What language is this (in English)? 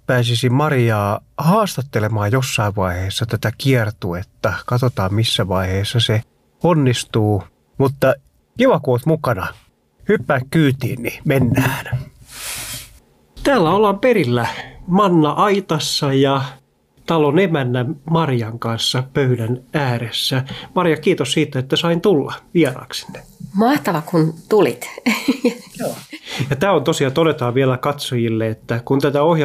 Finnish